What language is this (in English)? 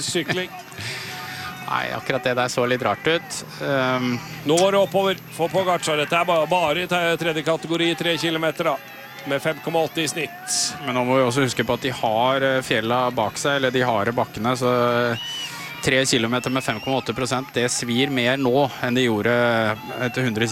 Norwegian